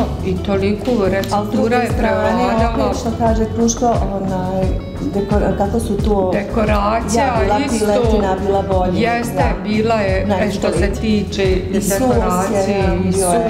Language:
Bosnian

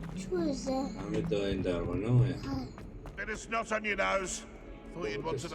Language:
Kurdish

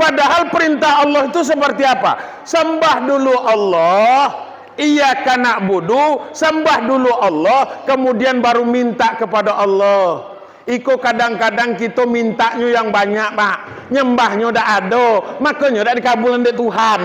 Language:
Minangkabau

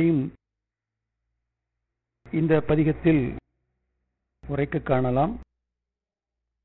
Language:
Tamil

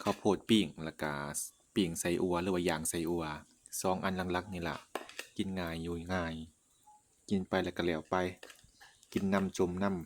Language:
Lao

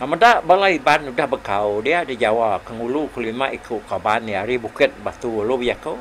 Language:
Iban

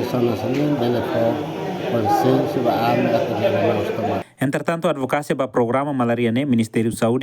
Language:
Tetum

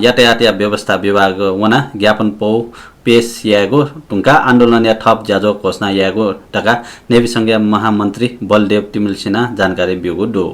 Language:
Newari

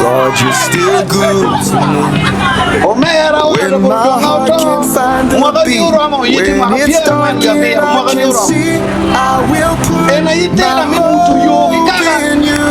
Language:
Acoli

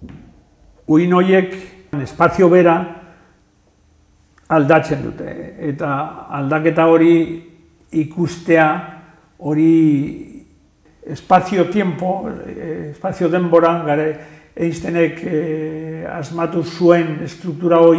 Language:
Basque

